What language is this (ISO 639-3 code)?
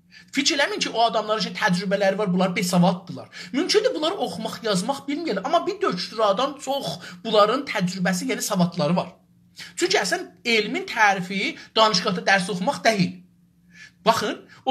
azb